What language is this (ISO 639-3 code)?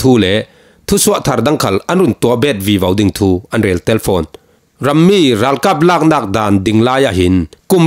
cfm